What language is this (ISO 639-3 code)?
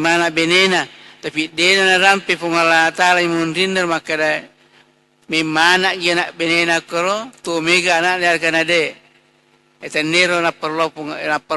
bug